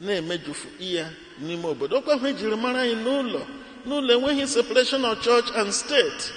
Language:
Igbo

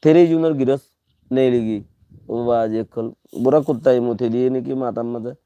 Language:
Rohingya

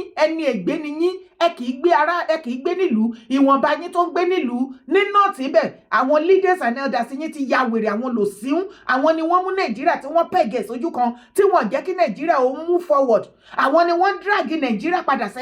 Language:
Yoruba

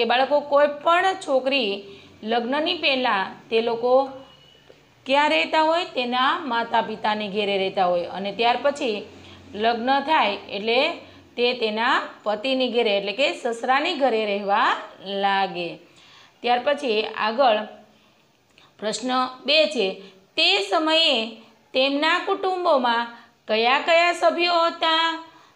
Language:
Gujarati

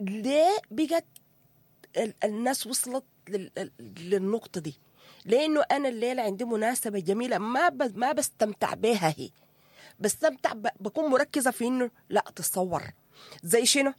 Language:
Sudanese Arabic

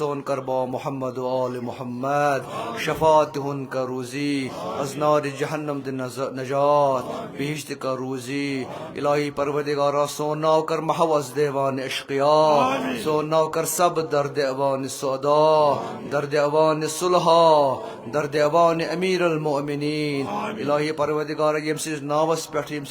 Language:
Kashmiri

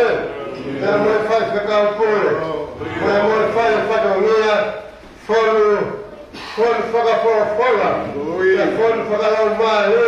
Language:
Tongan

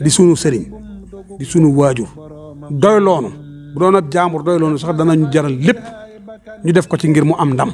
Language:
Wolof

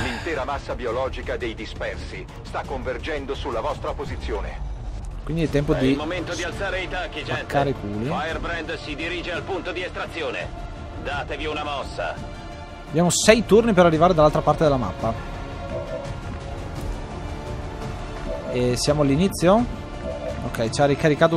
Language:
Italian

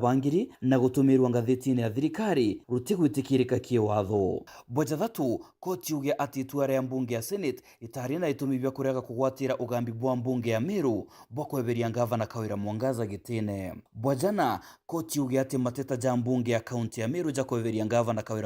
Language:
Meru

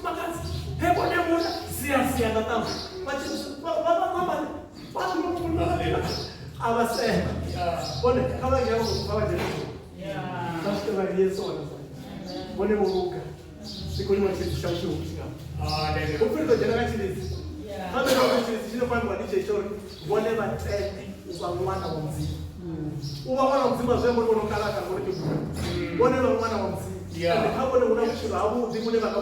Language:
Venda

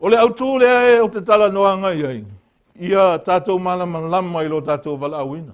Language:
Samoan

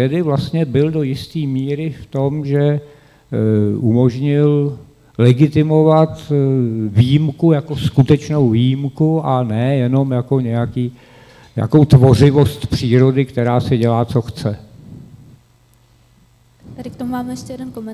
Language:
Czech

